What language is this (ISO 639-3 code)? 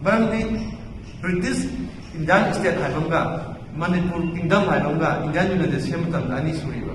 mni